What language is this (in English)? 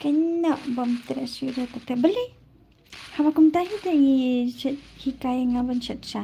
Khasi